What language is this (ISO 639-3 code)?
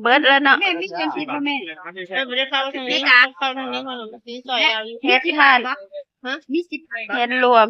tts